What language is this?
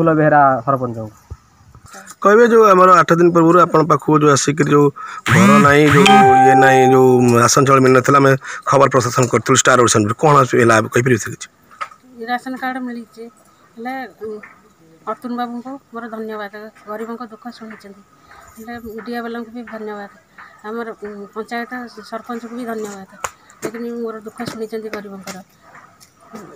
Odia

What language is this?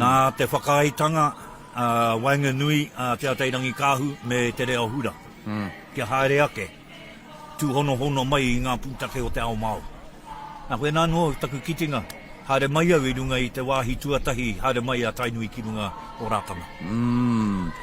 Māori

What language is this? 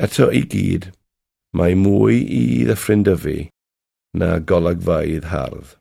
Welsh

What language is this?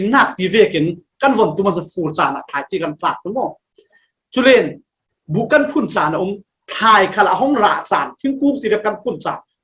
Falam Chin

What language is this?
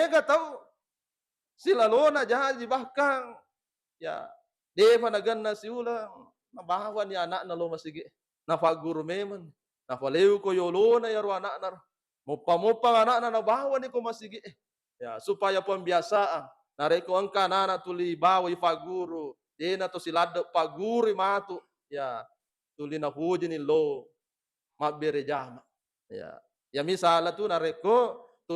Buginese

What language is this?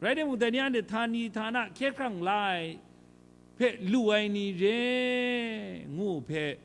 Kachin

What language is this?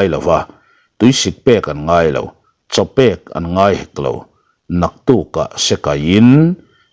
Mizo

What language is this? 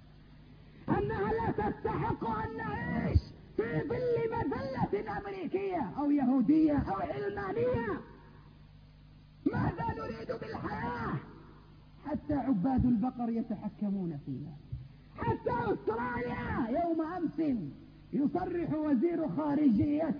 Arabic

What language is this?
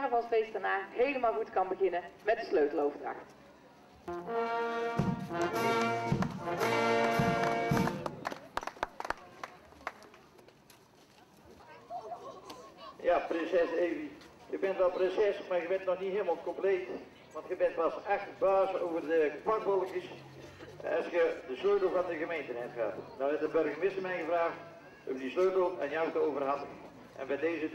Dutch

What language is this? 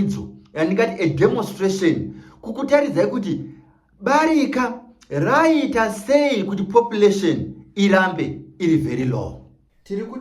Shona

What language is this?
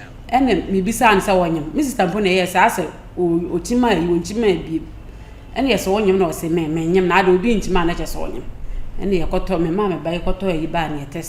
Akan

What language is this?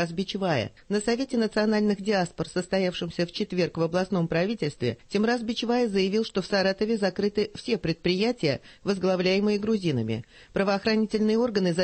Russian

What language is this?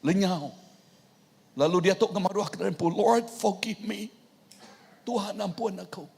Iban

